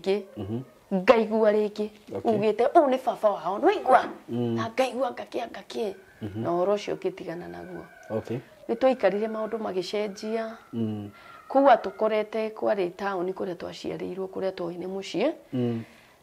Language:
Kikuyu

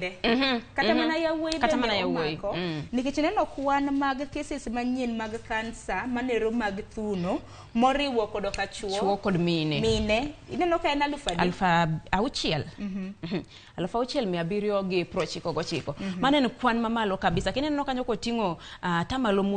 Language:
Luo (Kenya and Tanzania)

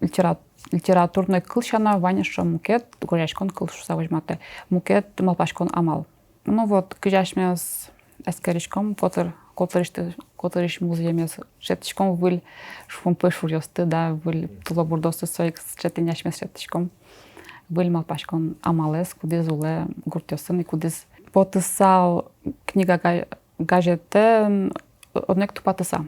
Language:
Udmurt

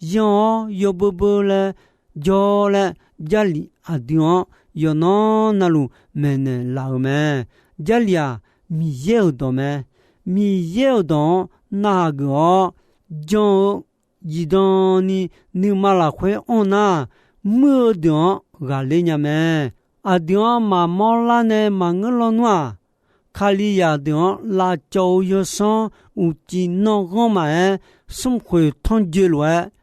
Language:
Akha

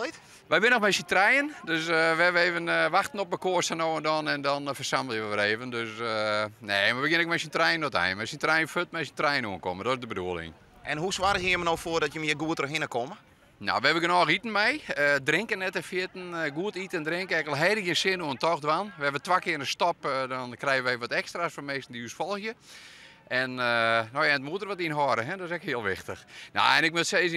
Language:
Western Frisian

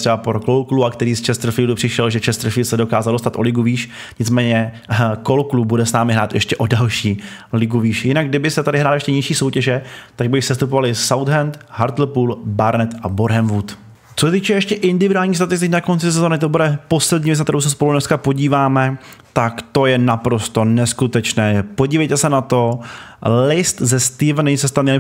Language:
Czech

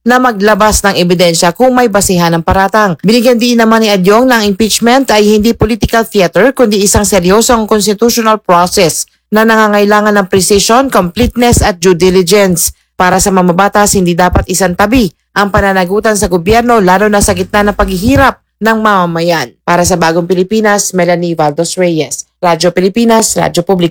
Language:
Filipino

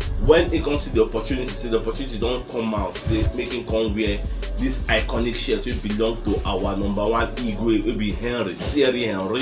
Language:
Nigerian Pidgin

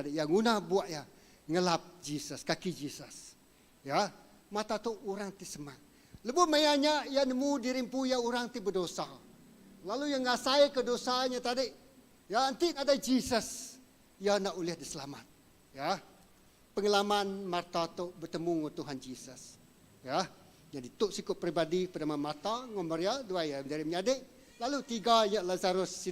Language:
Iban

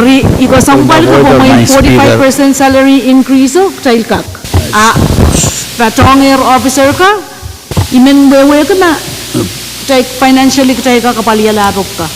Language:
Pohnpeian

